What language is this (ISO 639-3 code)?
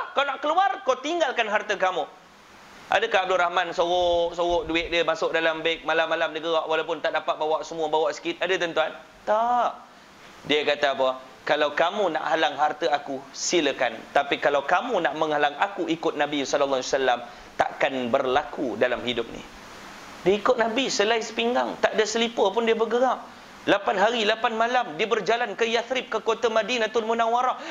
msa